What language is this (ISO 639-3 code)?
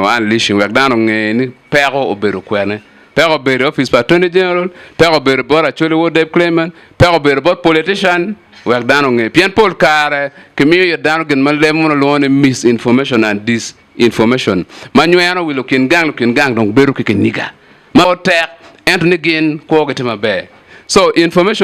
ach